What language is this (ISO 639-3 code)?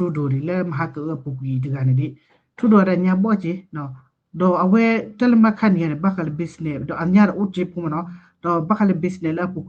ksw